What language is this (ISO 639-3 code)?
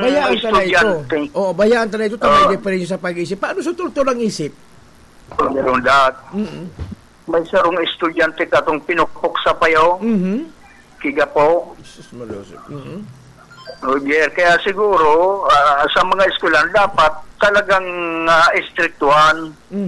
bik